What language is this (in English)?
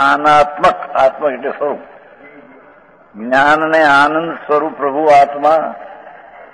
Gujarati